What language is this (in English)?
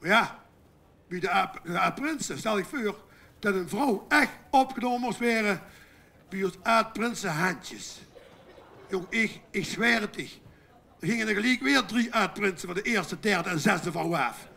Limburgish